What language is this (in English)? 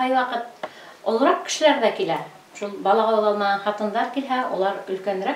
Bashkir